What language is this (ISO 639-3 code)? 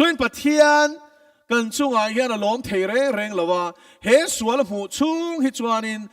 lus